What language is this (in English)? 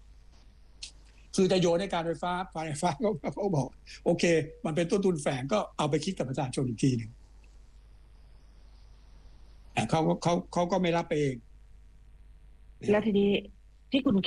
Thai